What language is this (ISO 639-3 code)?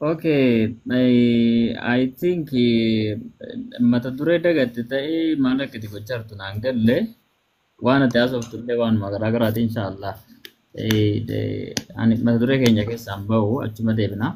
orm